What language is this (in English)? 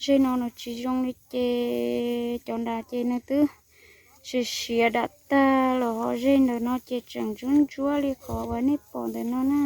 Hmong